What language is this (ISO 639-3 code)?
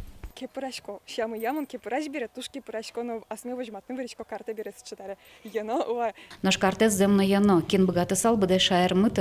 udm